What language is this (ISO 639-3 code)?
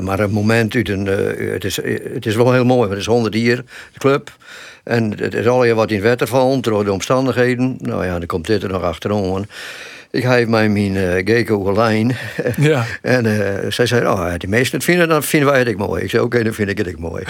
fry